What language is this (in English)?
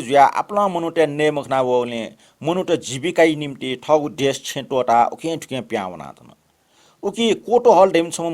Newari